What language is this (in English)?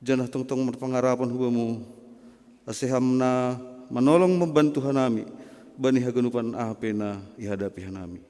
Batak Simalungun